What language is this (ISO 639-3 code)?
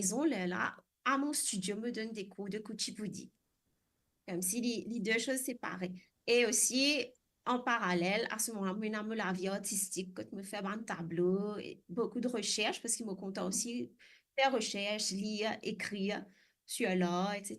mfe